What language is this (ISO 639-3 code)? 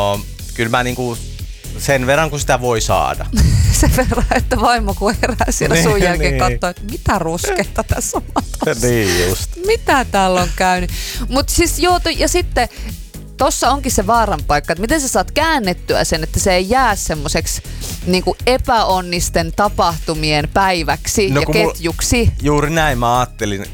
fin